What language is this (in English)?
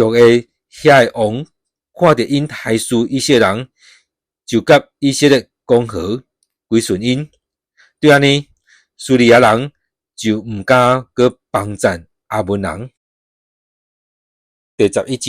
Min Nan Chinese